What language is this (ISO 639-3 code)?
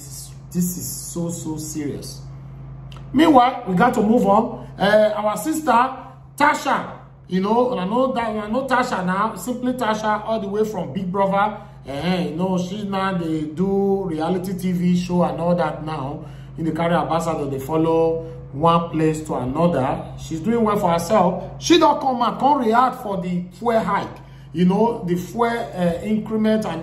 pcm